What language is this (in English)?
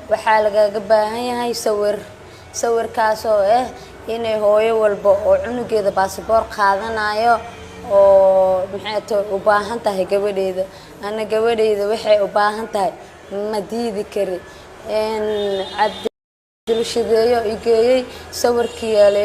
Somali